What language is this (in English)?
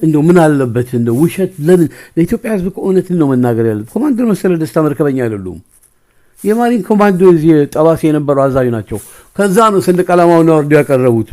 Amharic